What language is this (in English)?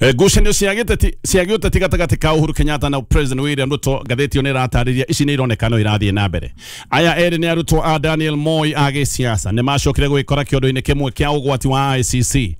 Kikuyu